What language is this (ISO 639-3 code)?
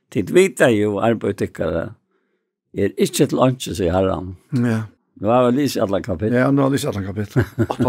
fao